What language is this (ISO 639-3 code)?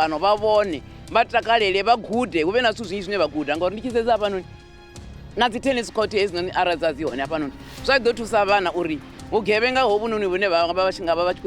ven